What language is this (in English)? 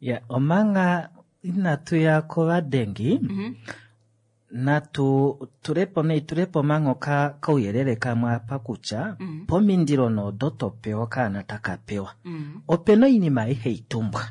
Kuanyama